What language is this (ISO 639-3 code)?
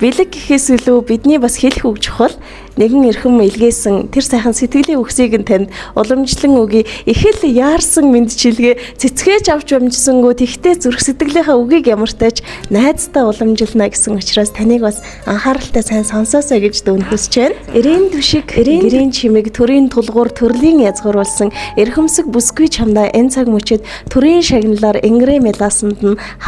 mon